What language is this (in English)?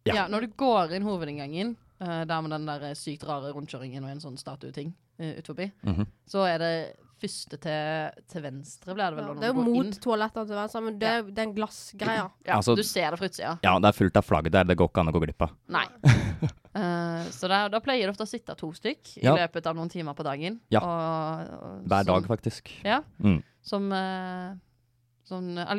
Norwegian